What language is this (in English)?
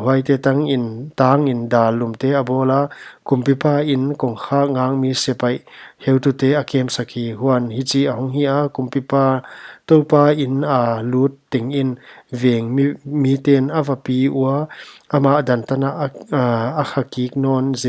Paite Chin